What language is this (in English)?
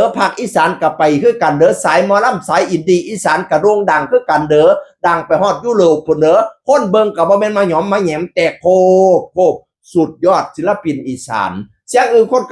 Northeastern Thai